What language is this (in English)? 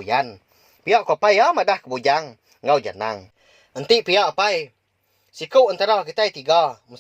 Iban